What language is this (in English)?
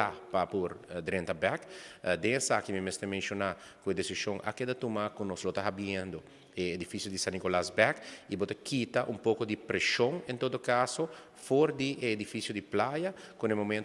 Papiamento